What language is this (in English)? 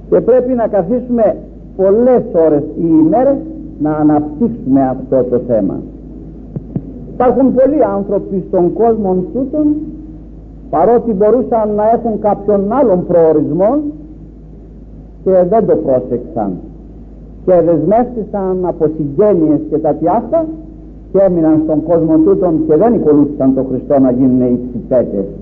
Greek